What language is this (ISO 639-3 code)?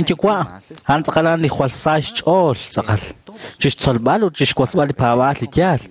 kek